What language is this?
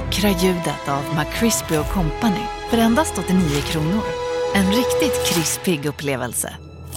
Swedish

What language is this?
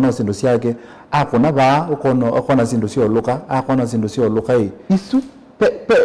Kamba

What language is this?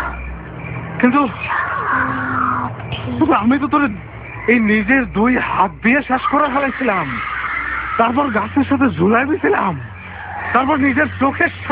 Bangla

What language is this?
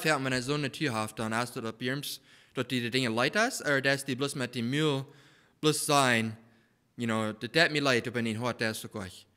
Plautdietsch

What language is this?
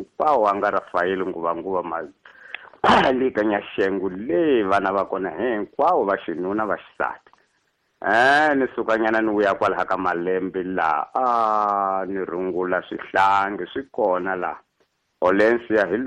Tsonga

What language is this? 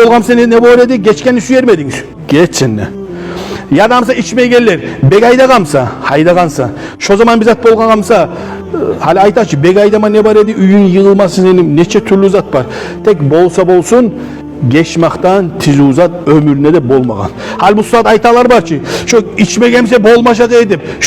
Kumyk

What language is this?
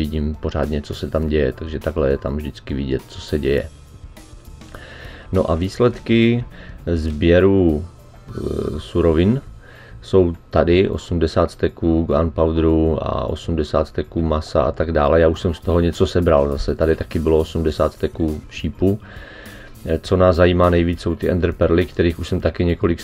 Czech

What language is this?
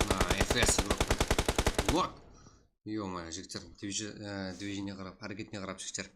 Kara-Kalpak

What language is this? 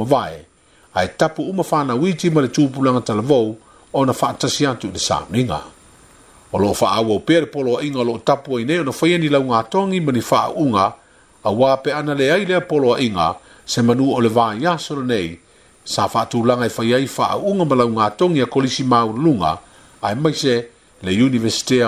Samoan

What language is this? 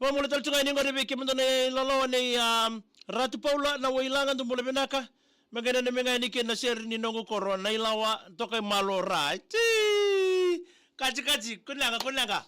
Fijian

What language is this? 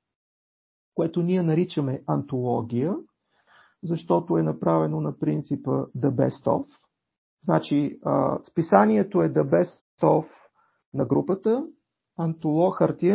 Bulgarian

